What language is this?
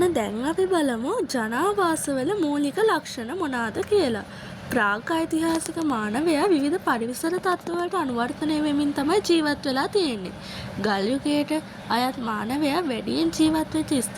Sinhala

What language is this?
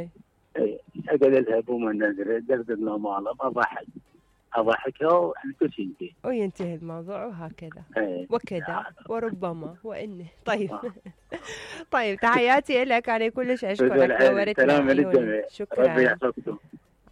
Mesopotamian Arabic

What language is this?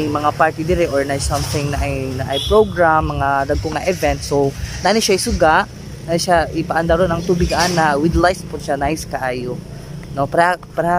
Cebuano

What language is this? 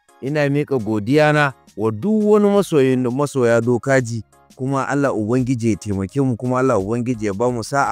Hausa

